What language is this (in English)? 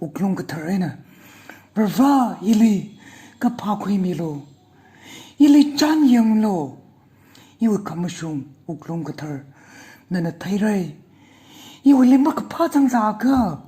Tangkhul Naga (India)